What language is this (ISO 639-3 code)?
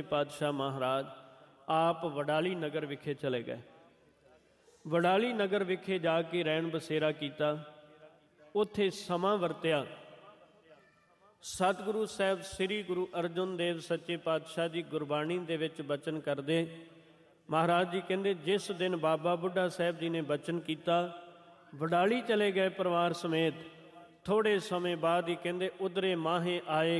pan